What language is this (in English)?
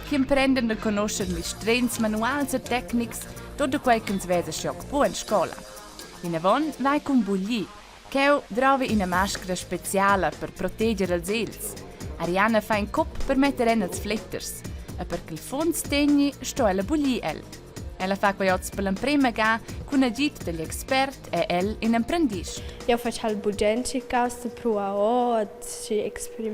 Romansh